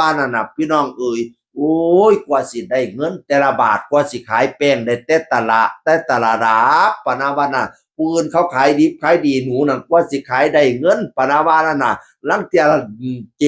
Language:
Northeastern Thai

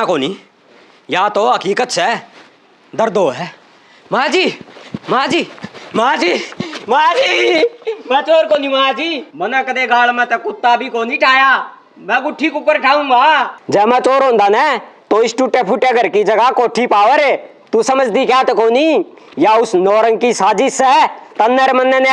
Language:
Haryanvi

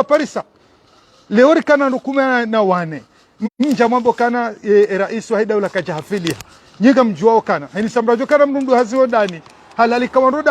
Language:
Ngazidja Comorian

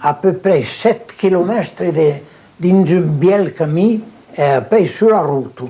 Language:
Occitan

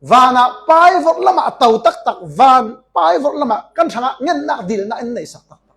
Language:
Falam Chin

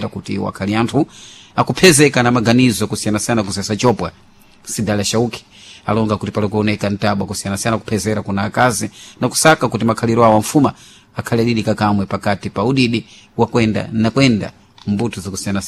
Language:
Sena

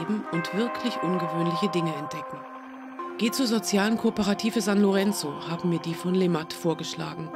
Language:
German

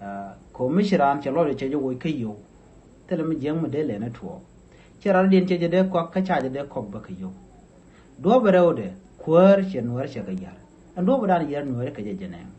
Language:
Nuer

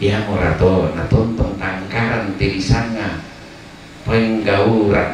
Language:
Toraja-Sa'dan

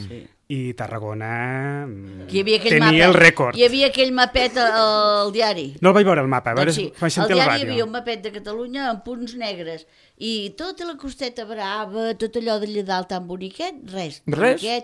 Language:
Catalan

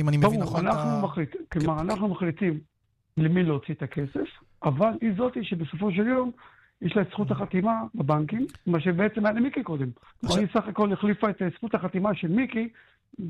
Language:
Hebrew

